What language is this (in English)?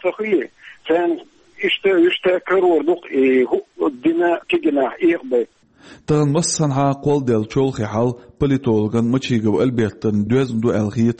Chechen